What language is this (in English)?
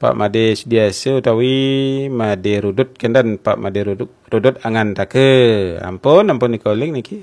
Balinese